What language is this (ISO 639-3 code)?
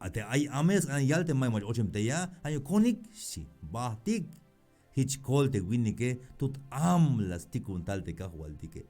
tzh